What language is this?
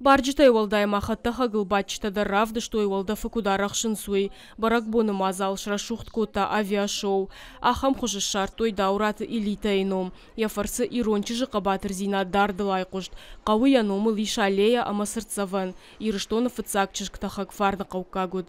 Ossetic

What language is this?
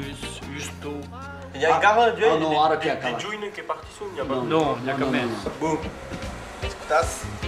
Occitan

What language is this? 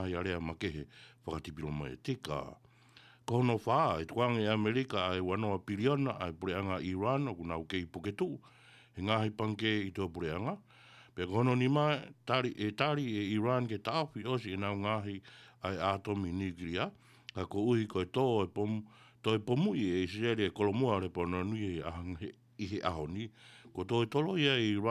Tongan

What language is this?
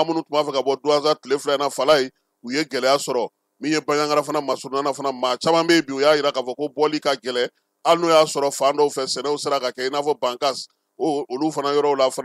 Bambara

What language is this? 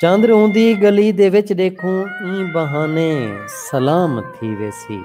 Saraiki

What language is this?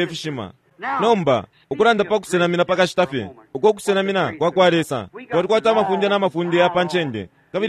Bemba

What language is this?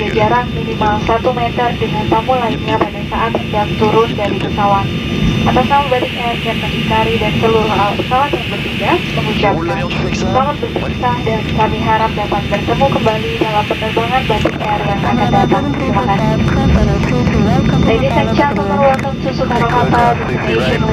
Indonesian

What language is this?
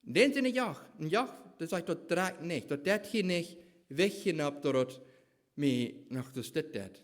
Plautdietsch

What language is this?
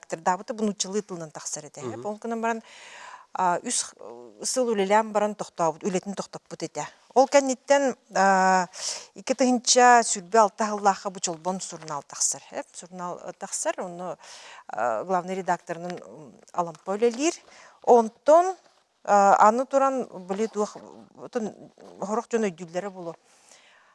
Yakut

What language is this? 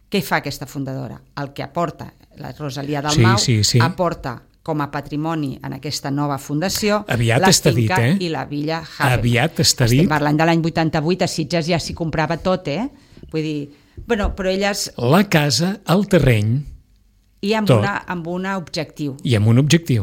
Catalan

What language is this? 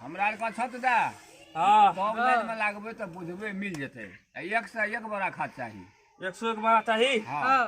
Maithili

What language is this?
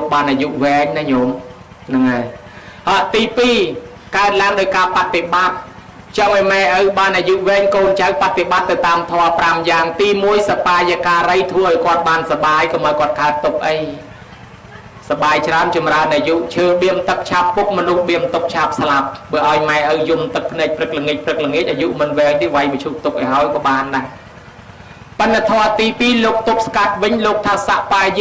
Khmer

